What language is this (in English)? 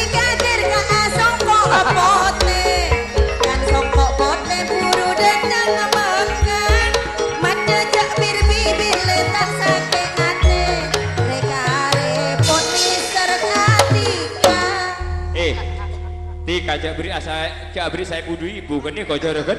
Madurese